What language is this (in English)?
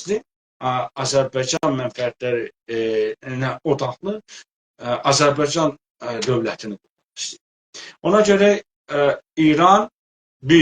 South Azerbaijani